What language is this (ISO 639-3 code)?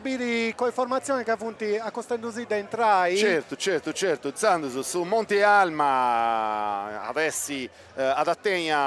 srd